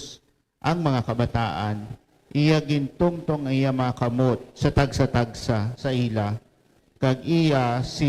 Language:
Hiligaynon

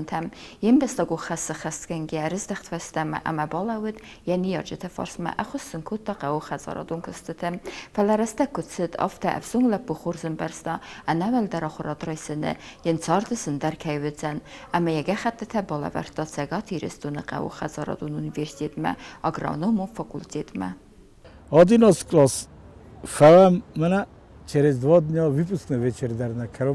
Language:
Ossetic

